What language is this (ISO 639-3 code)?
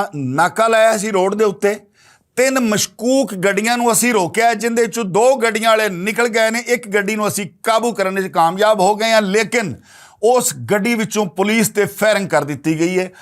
lah